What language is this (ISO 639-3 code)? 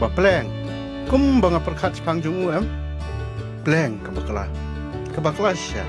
kha